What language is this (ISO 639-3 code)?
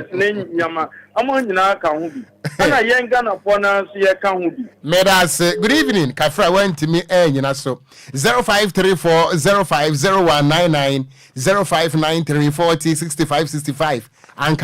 aka